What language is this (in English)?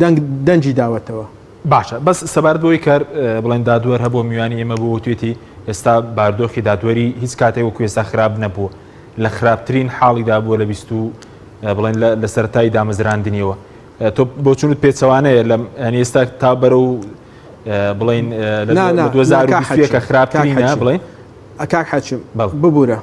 Central Kurdish